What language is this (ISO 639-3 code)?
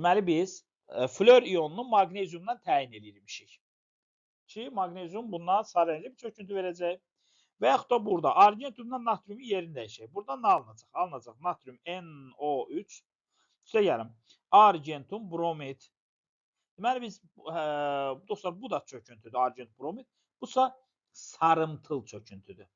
aze